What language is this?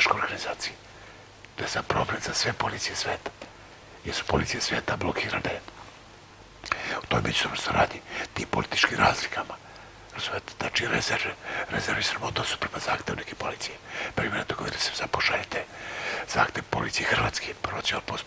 Serbian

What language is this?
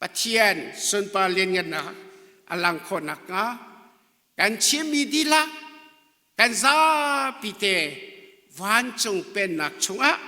Hakha Chin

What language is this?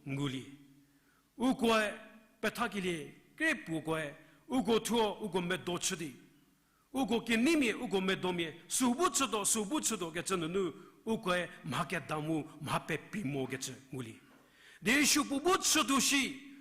Angami Naga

